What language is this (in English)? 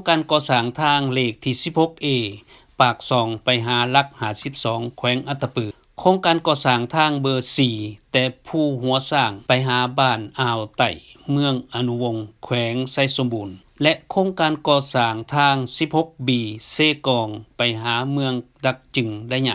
Lao